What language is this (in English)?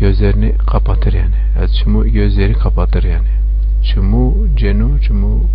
Zaza